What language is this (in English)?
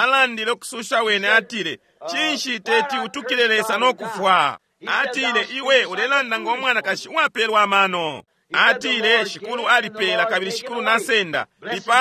Bemba